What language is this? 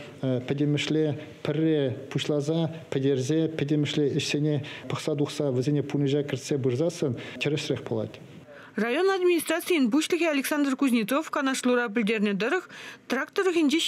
Chuvash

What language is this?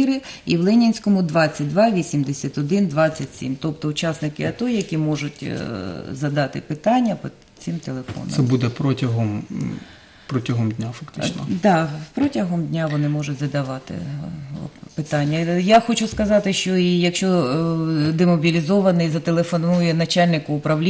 Ukrainian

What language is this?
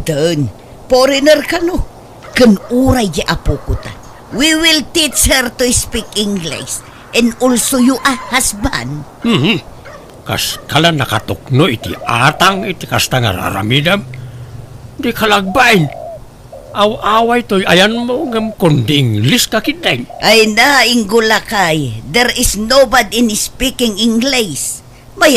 Iloko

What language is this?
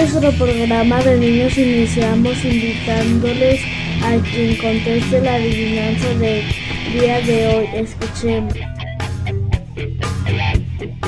Spanish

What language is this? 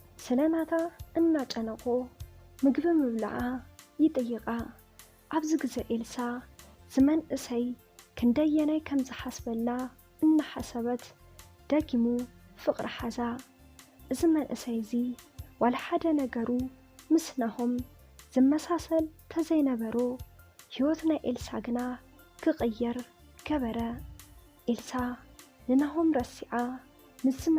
Tigrinya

